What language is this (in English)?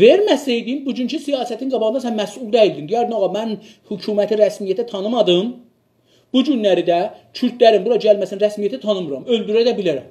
South Azerbaijani